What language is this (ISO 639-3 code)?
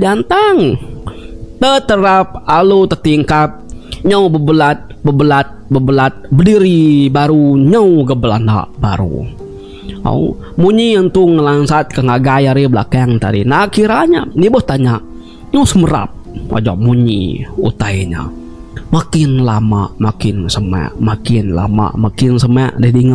iba